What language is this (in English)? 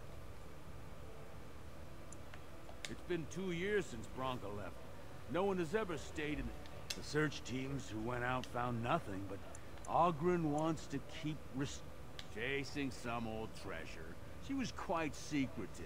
English